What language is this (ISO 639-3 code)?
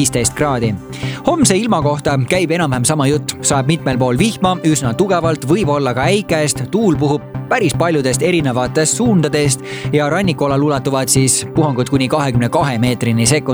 est